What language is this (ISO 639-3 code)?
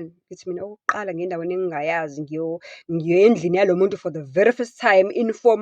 zul